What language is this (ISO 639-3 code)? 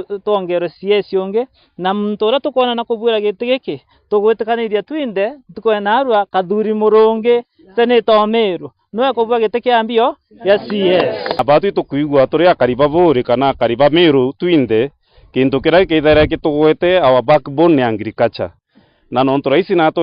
mer